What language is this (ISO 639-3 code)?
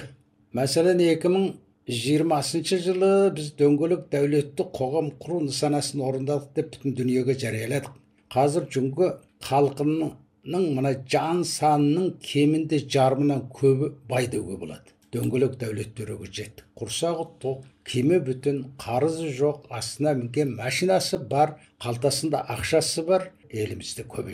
kaz